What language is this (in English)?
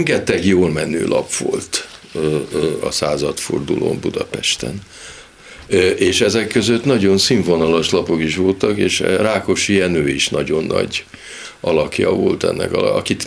Hungarian